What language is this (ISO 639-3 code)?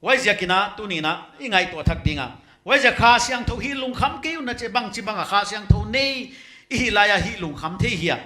pck